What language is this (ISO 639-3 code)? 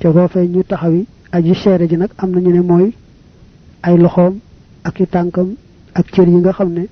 wol